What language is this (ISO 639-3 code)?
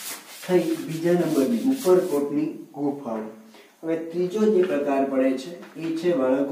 guj